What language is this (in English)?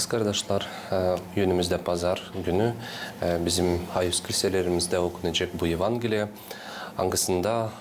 Gagauz